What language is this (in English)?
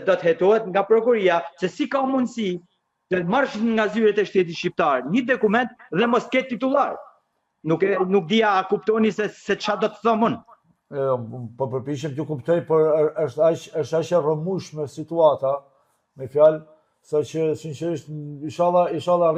Albanian